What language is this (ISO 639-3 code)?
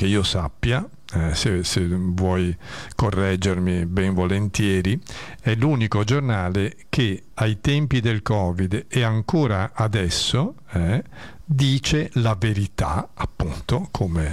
ita